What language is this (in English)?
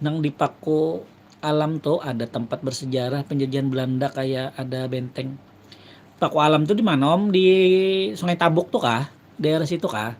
Banjar